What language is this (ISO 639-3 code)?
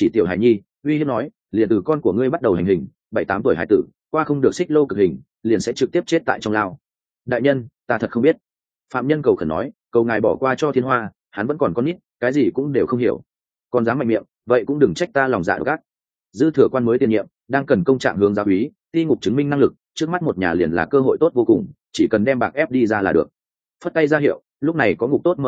vie